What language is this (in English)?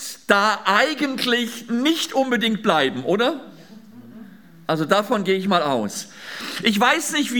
German